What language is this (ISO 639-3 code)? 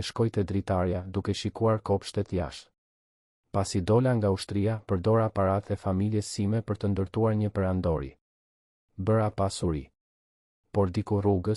sqi